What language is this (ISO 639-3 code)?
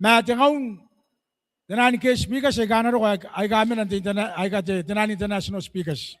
gil